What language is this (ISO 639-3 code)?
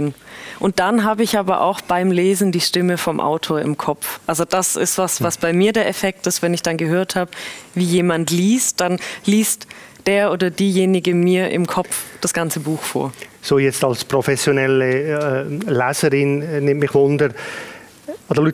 gsw